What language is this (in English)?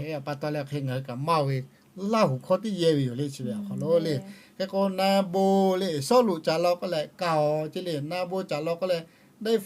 Lahu